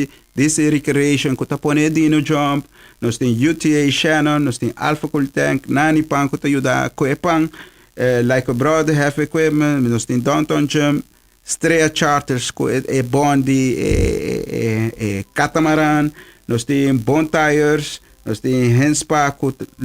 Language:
Papiamento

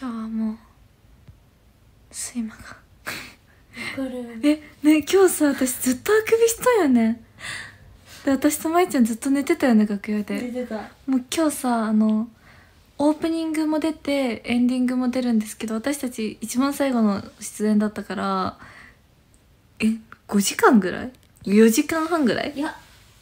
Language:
Japanese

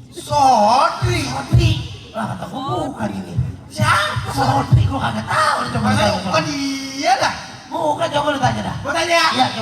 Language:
Betawi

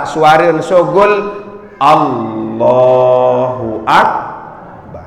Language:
Sasak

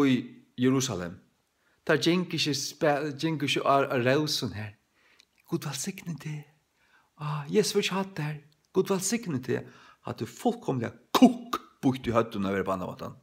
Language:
Faroese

